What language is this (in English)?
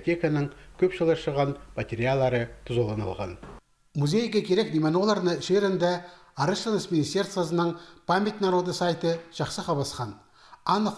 Khakas